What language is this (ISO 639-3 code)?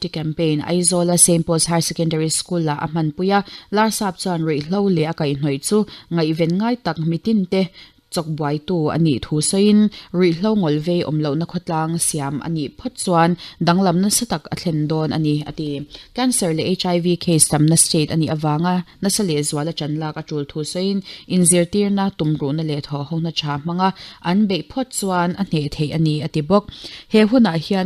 lus